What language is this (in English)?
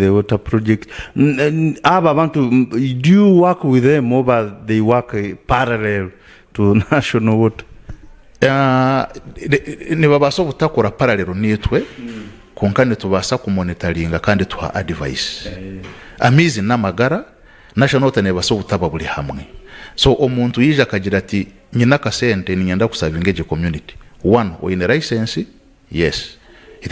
Nyankole